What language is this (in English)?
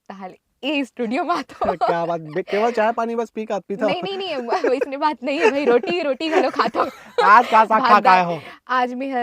Chhattisgarhi